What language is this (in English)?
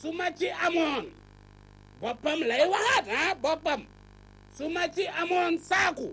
Wolof